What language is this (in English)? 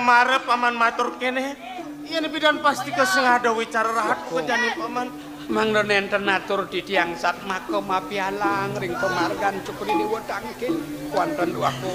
Balinese